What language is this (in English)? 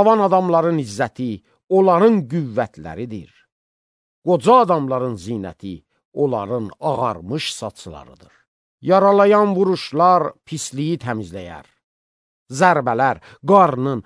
Azerbaijani